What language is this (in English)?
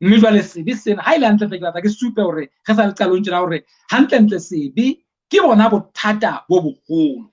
Southern Sotho